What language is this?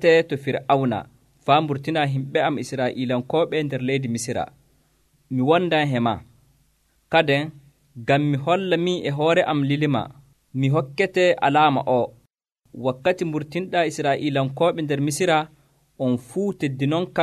Nigerian Fulfulde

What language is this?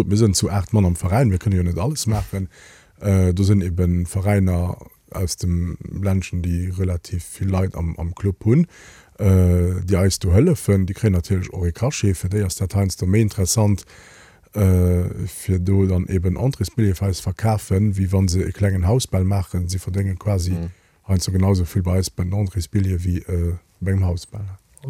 Luxembourgish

